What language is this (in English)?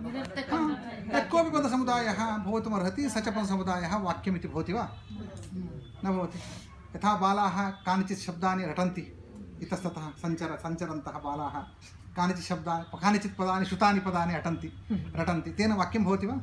Sanskrit